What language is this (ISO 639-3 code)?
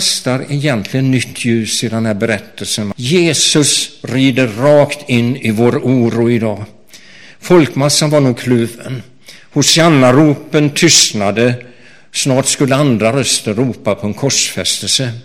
swe